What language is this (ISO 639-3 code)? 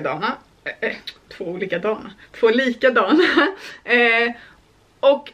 swe